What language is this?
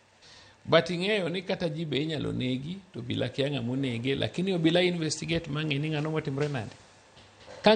Luo (Kenya and Tanzania)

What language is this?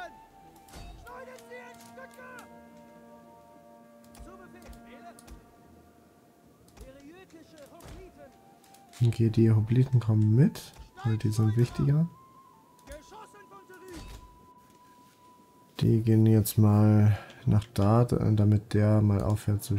German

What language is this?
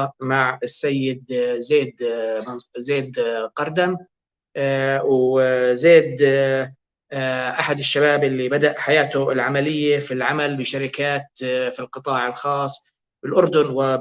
North Levantine Arabic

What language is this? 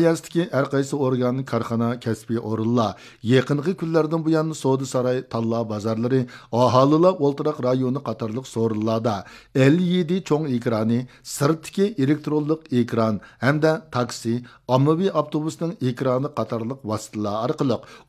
Uyghur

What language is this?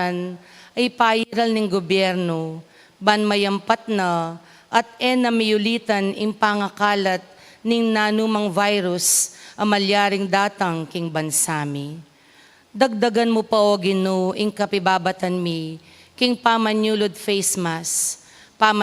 Pampanga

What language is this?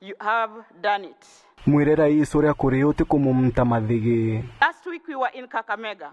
Meru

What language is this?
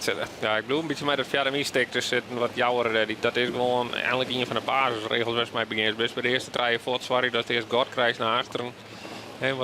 Western Frisian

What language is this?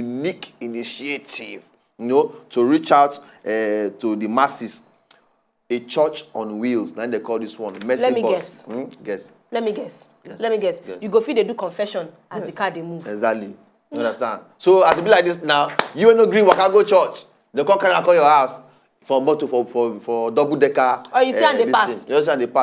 Nigerian Pidgin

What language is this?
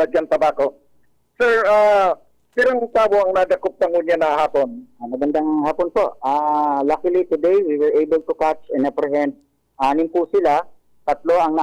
Bikol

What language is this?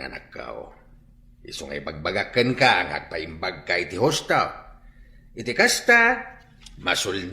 Iloko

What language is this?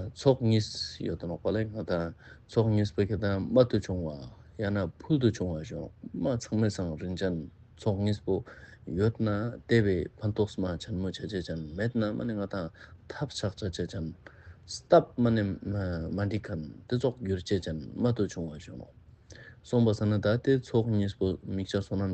Ladakhi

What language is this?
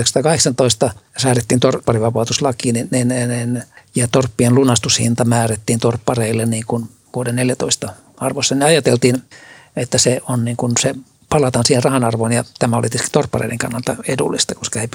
Finnish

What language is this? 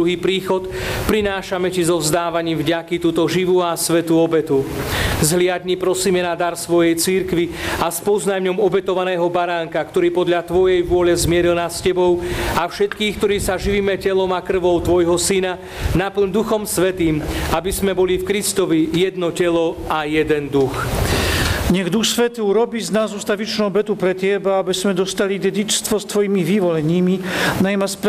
Slovak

